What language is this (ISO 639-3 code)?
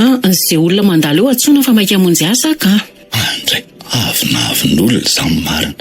mlg